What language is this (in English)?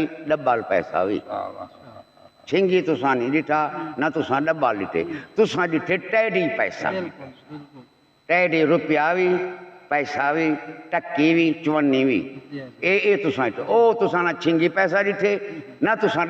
Saraiki